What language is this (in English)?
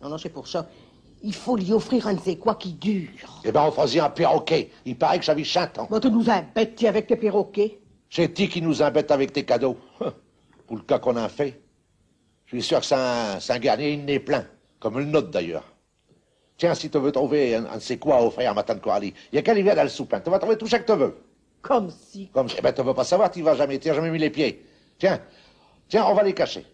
Picard